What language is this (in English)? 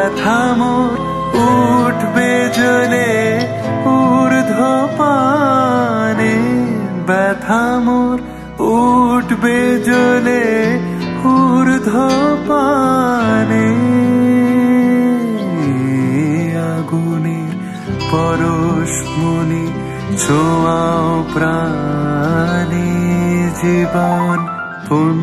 Bangla